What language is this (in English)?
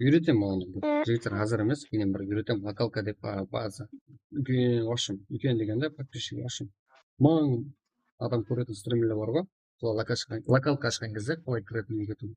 Kara-Kalpak